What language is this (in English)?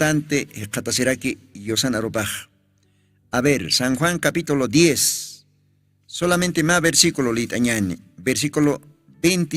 Aymara